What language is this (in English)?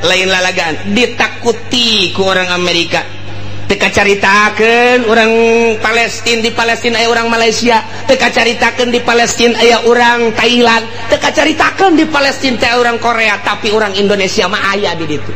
Sundanese